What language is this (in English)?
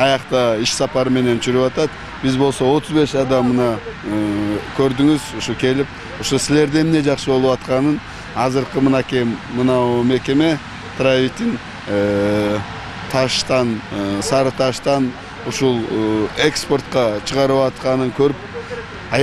Kyrgyz